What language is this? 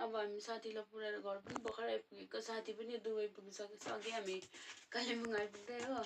Nepali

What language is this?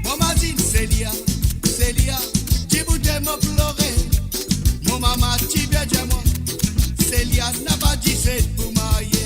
Morisyen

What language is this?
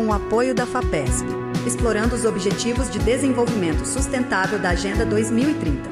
Portuguese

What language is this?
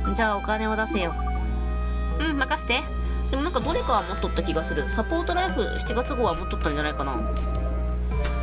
Japanese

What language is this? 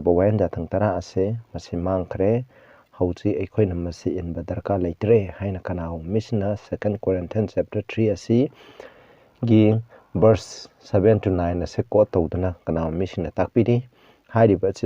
Manipuri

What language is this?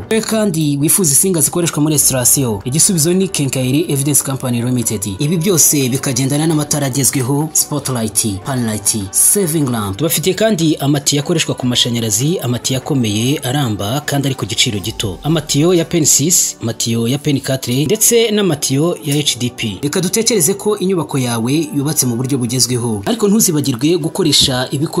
Kinyarwanda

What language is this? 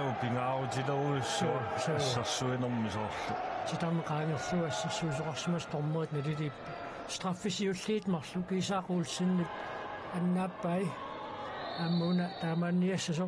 Kalaallisut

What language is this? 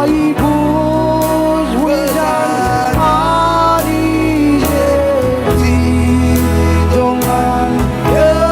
Marshallese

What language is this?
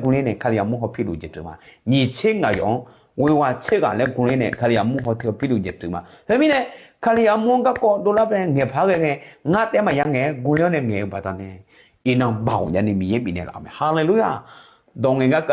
Akha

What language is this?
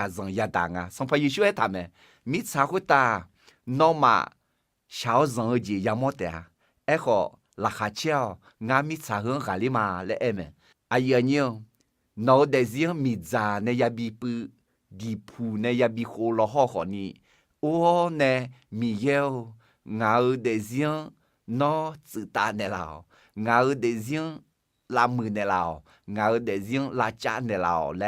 Akha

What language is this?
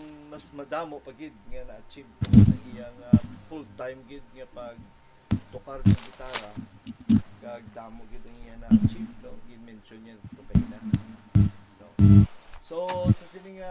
Hiligaynon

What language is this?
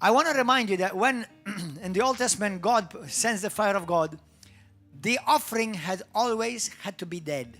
English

